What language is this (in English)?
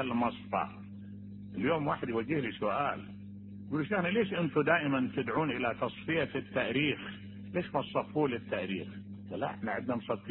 Mesopotamian Arabic